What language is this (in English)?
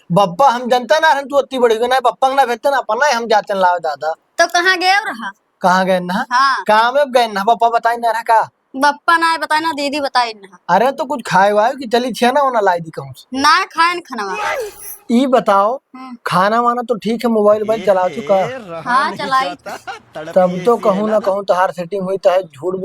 Awadhi